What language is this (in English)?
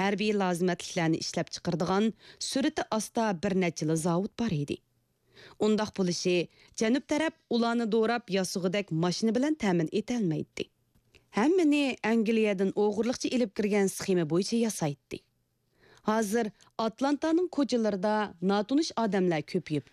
Uyghur